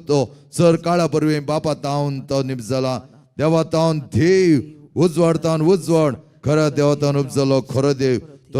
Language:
Konkani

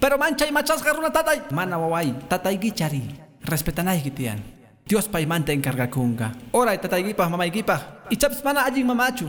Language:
Quechua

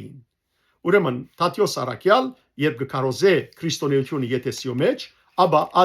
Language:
Western Armenian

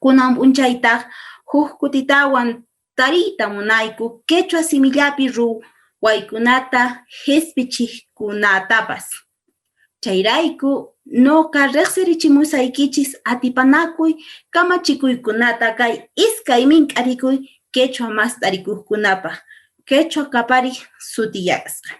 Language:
Quechua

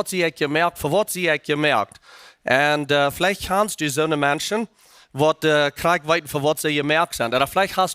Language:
Plautdietsch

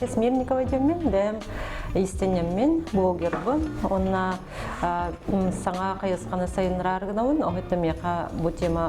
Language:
Yakut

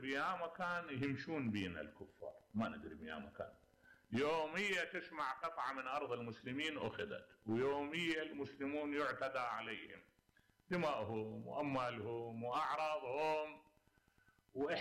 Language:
Mesopotamian Arabic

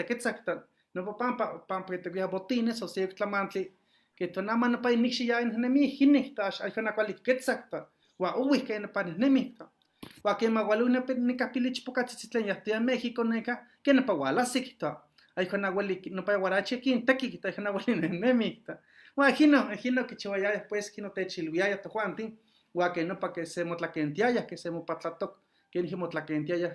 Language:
Eastern Huasteca Nahuatl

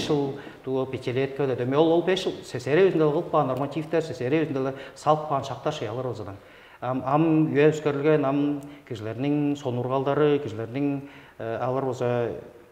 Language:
Tuvinian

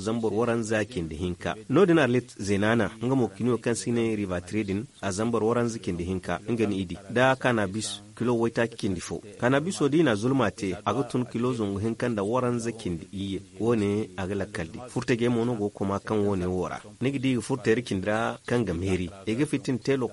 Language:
Zarma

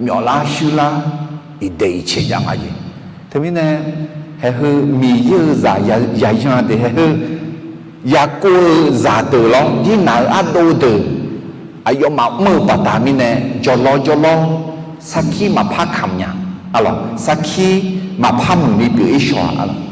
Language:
Akha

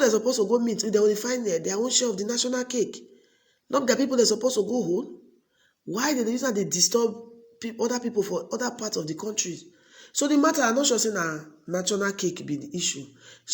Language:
Nigerian Pidgin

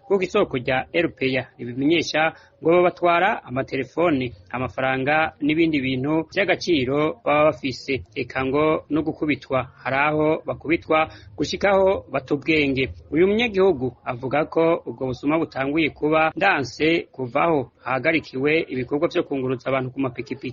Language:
Rundi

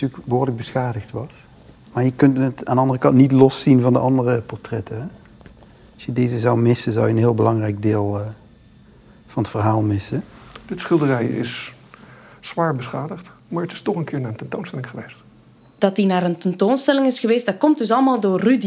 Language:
Dutch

